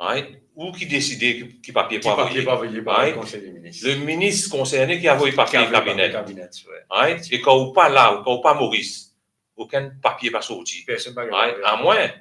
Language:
Morisyen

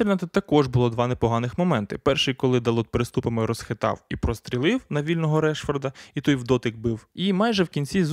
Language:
Ukrainian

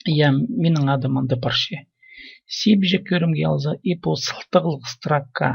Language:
Khakas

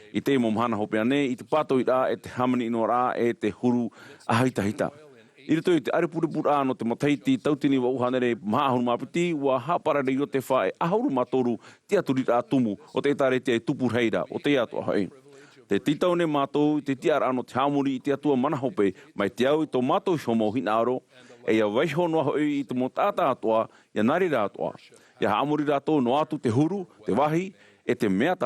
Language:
Tahitian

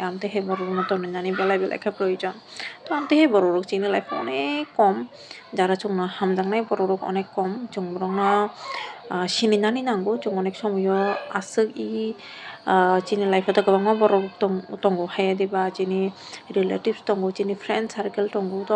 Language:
Kok Borok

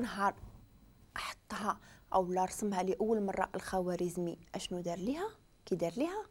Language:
Moroccan Arabic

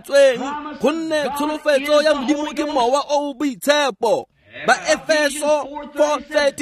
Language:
Tswana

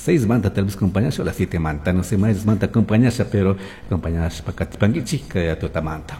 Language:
Chimborazo Highland Quichua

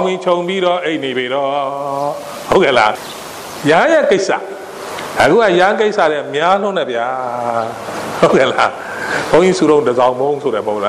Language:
Burmese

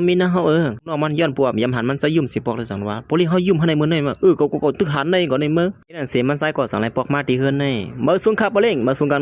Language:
Shan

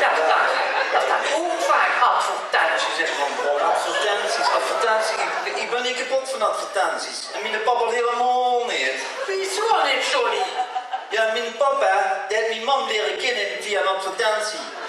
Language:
Limburgish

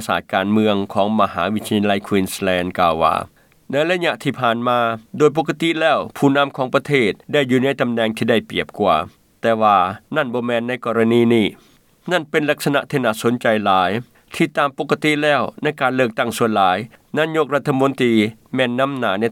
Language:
Lao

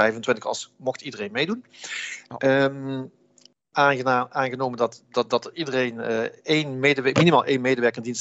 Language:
Dutch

